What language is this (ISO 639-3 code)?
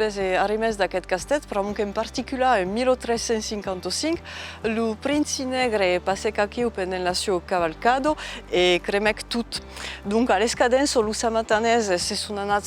oci